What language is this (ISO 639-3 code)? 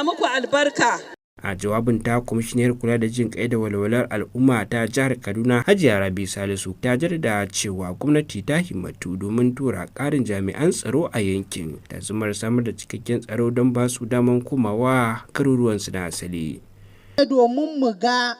hau